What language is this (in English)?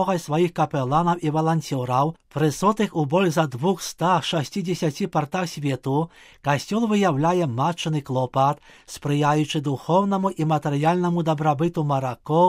Belarusian